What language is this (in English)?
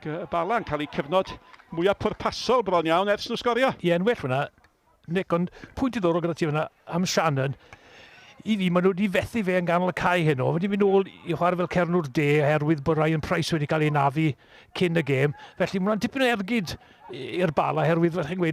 Welsh